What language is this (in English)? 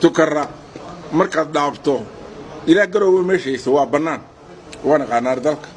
Somali